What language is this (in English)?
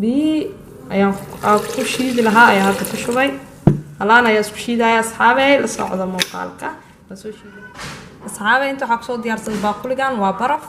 Somali